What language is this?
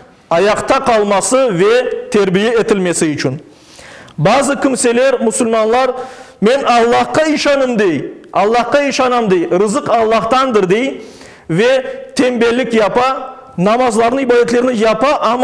Crimean Tatar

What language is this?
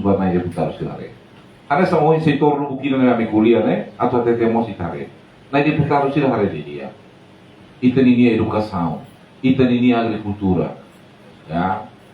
Tetum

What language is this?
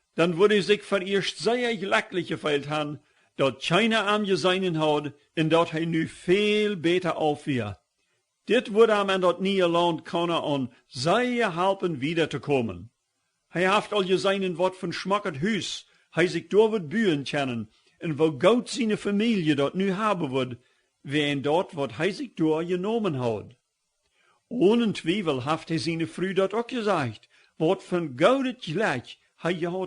Plautdietsch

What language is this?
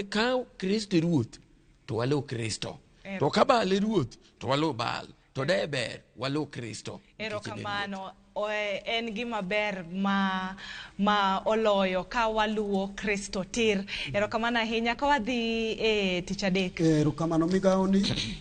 Luo (Kenya and Tanzania)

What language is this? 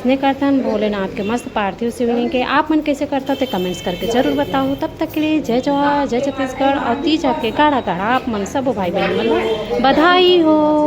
Chhattisgarhi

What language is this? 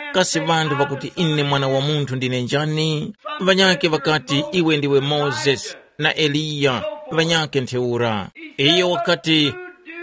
Tumbuka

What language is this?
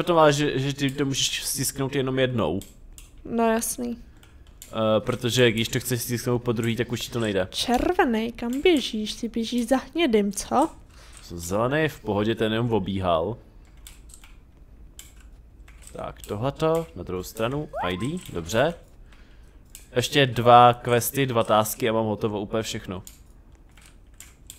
Czech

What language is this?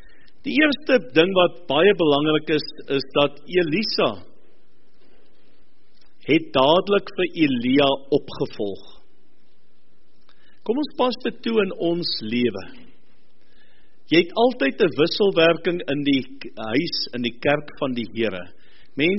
Afrikaans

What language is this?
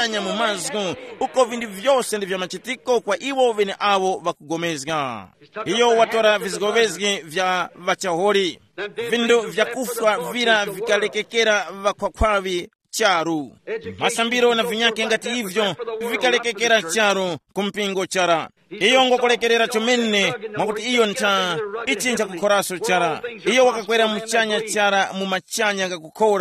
Tumbuka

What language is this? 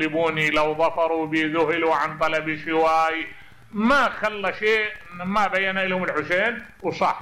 Mesopotamian Arabic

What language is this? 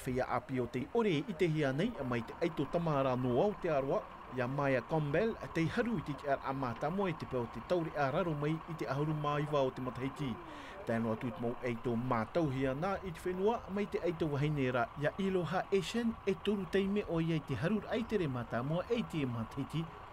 Tahitian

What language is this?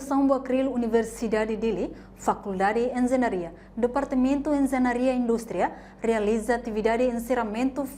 Tetum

